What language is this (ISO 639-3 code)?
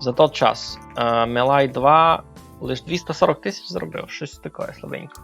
rue